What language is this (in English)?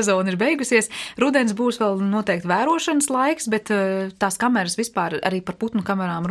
Latvian